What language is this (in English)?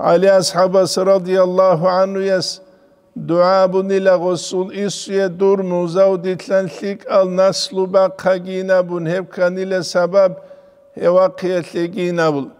Avaric